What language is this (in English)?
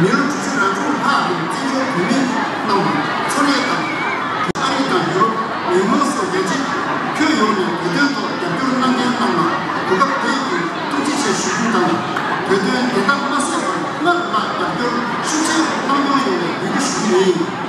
Tibetan